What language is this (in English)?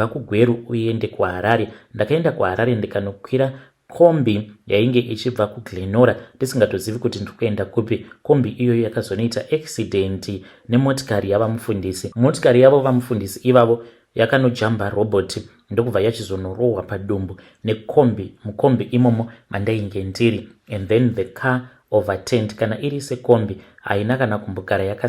Shona